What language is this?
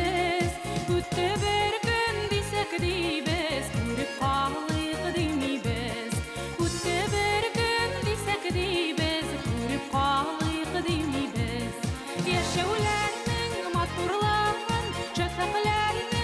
Bashkir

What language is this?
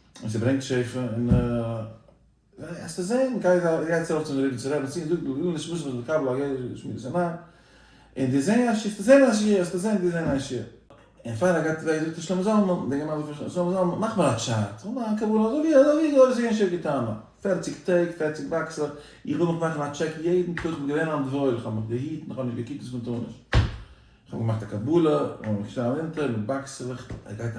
Yiddish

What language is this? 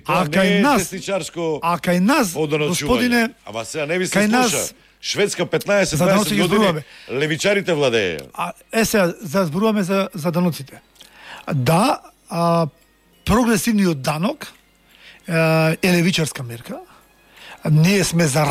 Macedonian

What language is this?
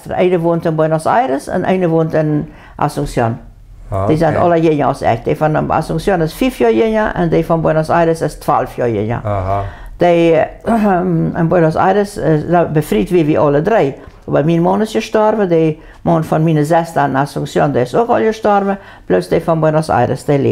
Plautdietsch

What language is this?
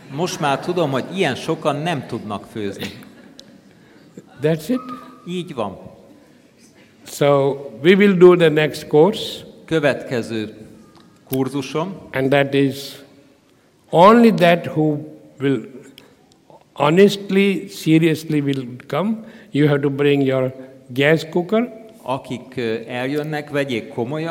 Hungarian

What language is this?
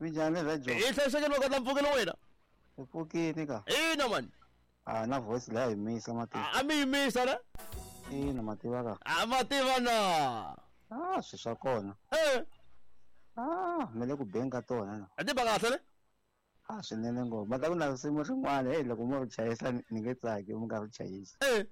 Tsonga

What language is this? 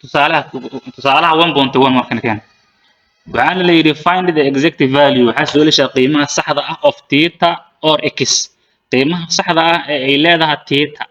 Somali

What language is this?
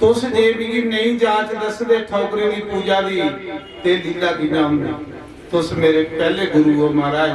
Dogri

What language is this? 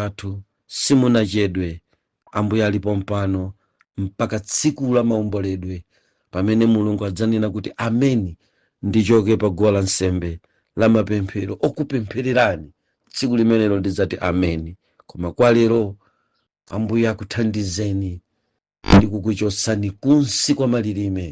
Nyanja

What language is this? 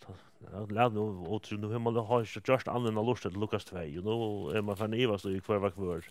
Faroese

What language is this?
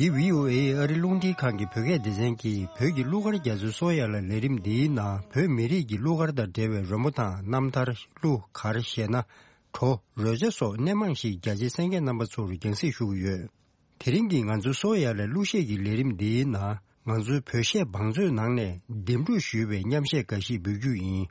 Tibetan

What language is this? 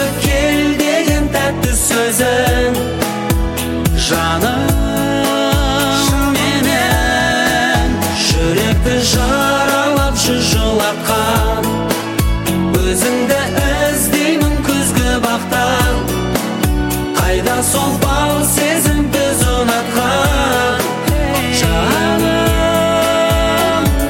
Kazakh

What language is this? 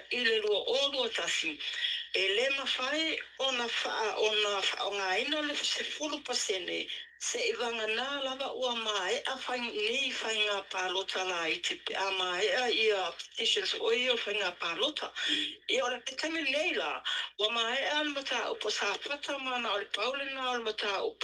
Samoan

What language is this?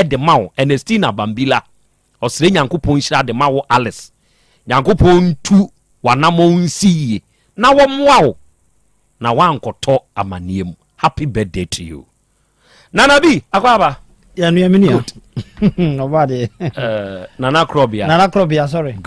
Akan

